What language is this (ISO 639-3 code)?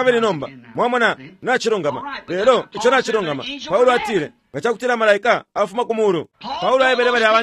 bem